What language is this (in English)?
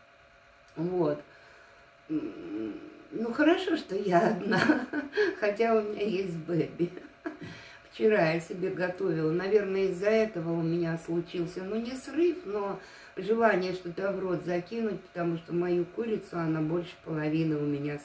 Russian